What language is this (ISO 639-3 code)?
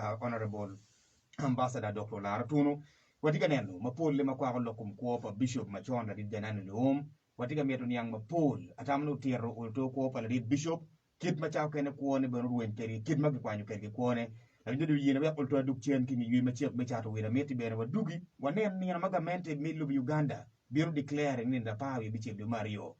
ach